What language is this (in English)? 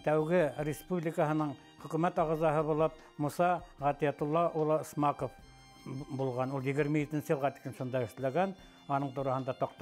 Bashkir